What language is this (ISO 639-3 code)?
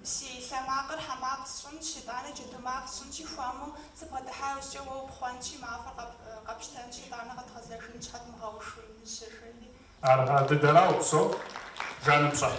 kbd